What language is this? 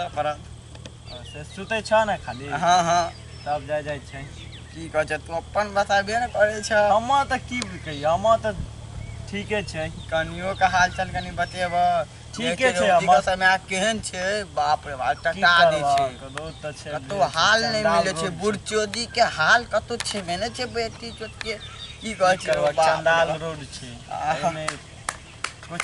Maithili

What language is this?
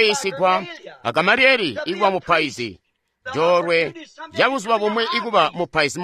Tonga (Zambia)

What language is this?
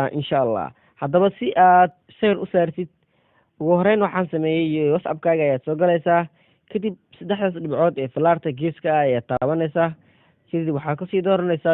Somali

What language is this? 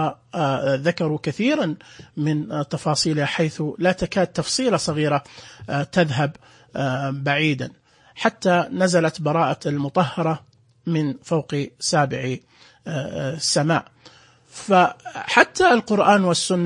Najdi Arabic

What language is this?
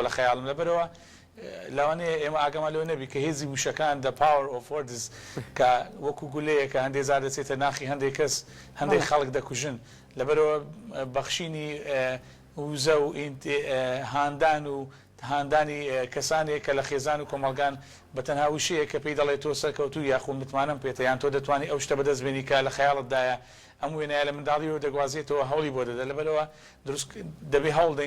Central Kurdish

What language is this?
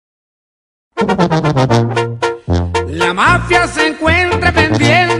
Spanish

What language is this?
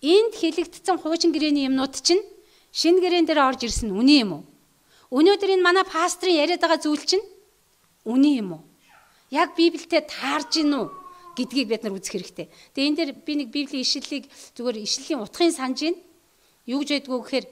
Mongolian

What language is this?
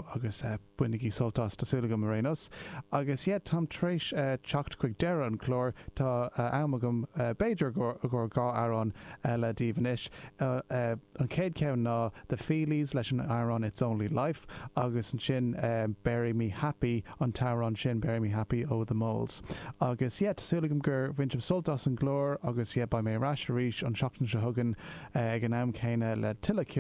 Irish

